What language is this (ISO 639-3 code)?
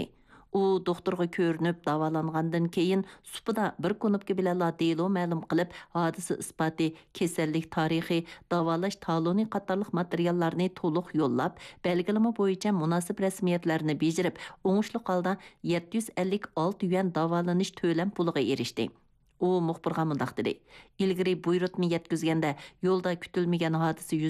uig